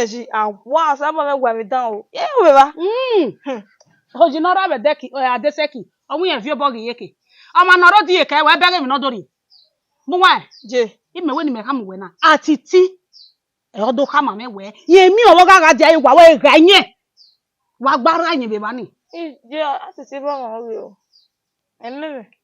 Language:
Bini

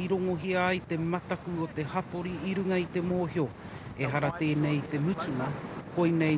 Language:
Māori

